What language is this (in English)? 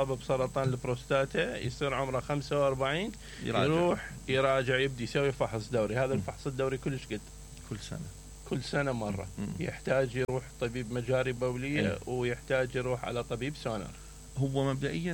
Mesopotamian Arabic